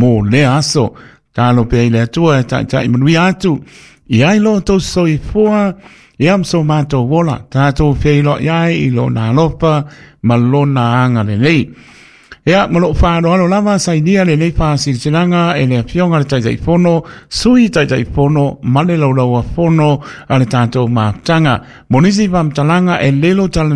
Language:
Samoan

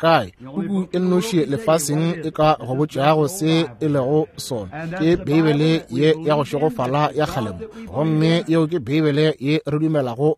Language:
Northern Sotho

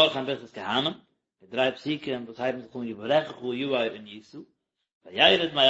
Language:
Yiddish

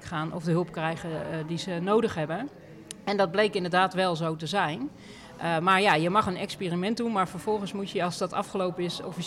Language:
Dutch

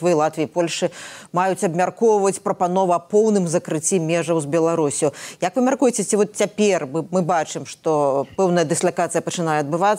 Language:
Belarusian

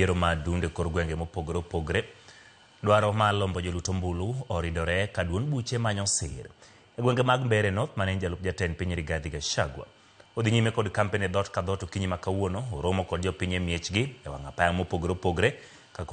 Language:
Luo (Kenya and Tanzania)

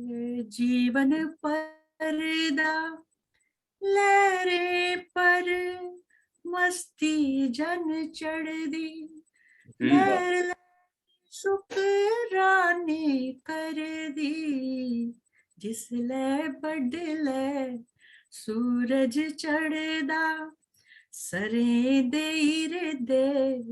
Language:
Dogri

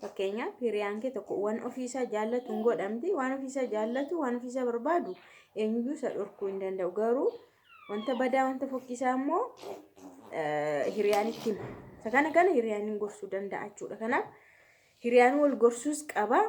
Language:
Oromo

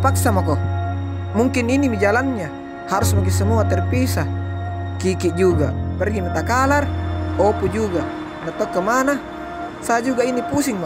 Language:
Makassar Malay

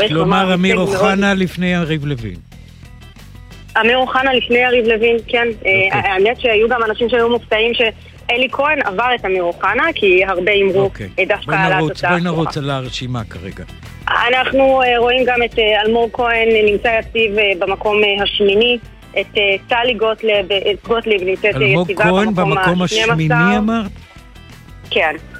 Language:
Hebrew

